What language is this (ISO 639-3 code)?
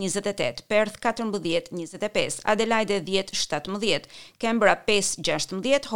sqi